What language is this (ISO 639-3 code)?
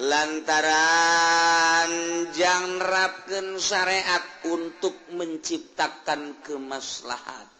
sun